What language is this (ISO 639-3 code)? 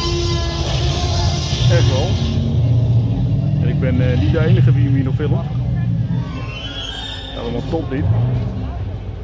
nld